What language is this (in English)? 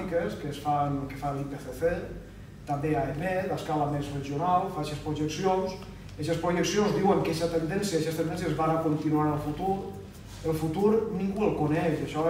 Catalan